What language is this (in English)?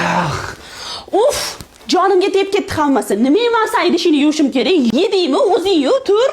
Uzbek